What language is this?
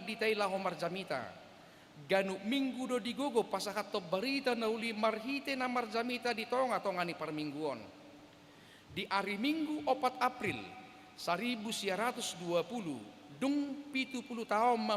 Batak Toba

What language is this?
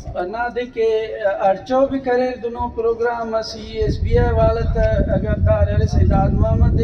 Brahui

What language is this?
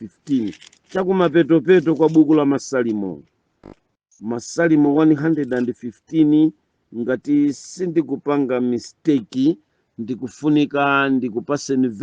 Nyanja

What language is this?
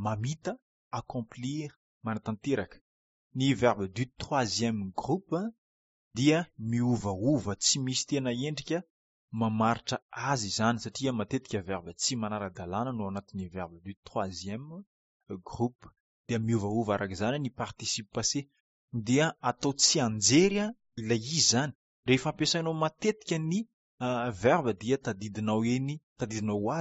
Malagasy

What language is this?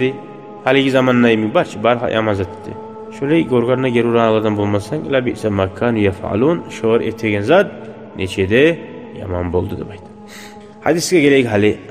Kumyk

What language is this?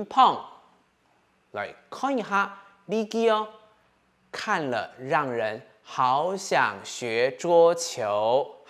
Hakka Chinese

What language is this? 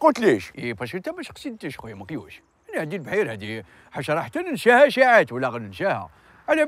Algerian Arabic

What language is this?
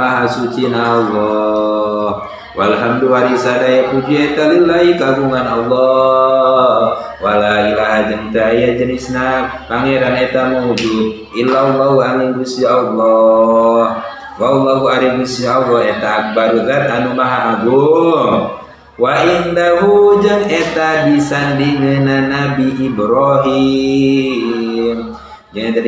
Sundanese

